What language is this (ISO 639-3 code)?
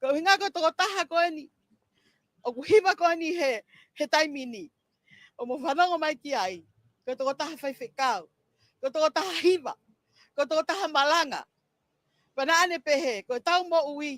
ton